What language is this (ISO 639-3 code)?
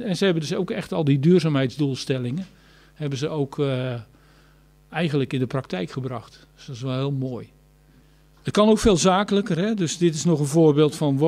nld